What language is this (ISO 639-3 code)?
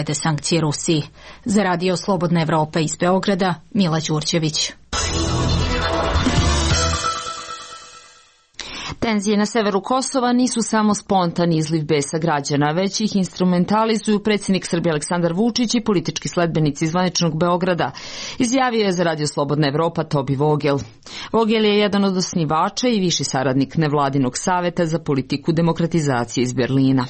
srp